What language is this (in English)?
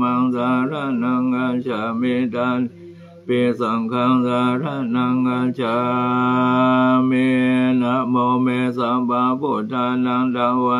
Pali